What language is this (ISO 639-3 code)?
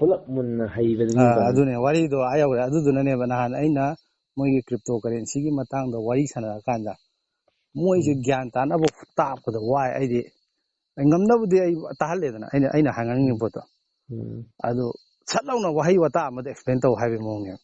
mni